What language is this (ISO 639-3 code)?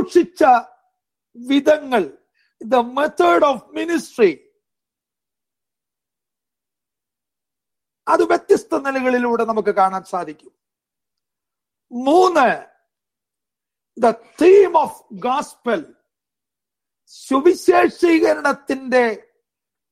mal